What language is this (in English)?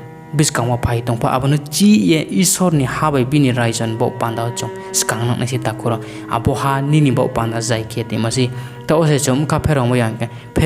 Riang (India)